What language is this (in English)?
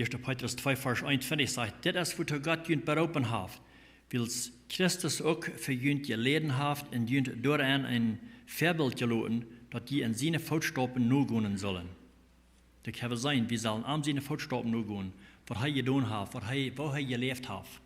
Plautdietsch